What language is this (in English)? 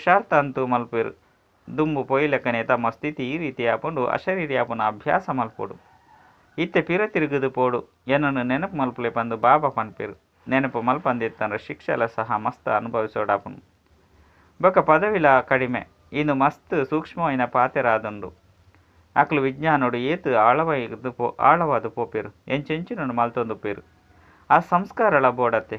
Tulu